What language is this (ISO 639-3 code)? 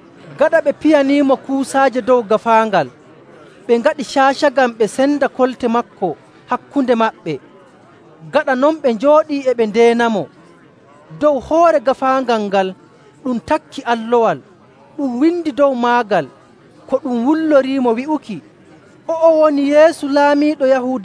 fuv